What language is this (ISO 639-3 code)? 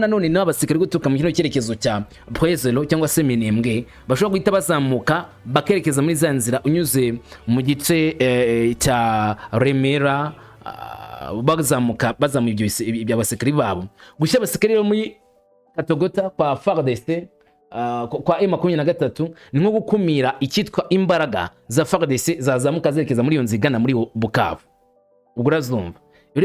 kin